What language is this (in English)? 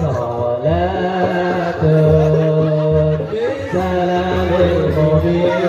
Betawi